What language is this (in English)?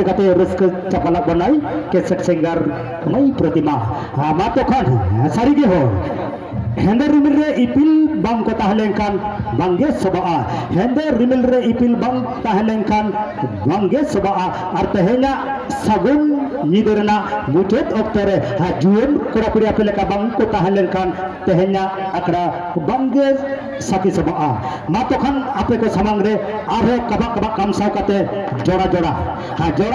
Santali